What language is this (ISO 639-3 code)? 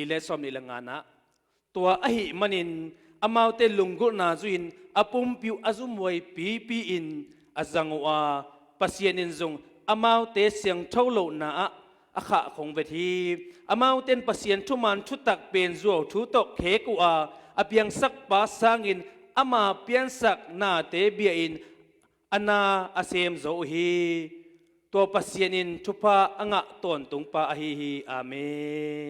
ctd